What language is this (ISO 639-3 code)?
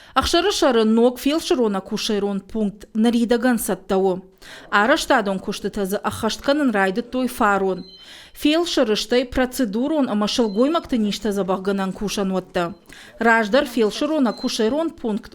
oss